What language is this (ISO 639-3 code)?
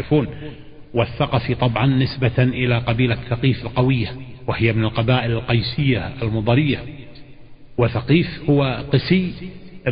ara